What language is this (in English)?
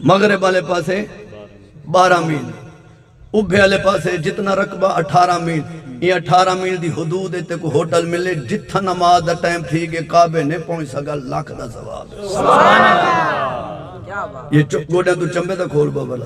Saraiki